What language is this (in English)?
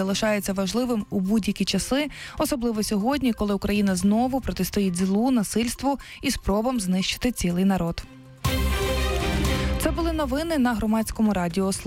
Ukrainian